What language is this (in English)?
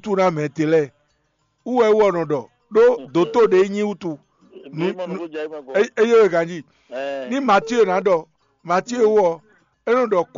Fon